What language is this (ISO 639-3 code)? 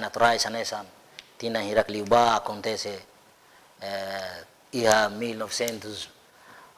tet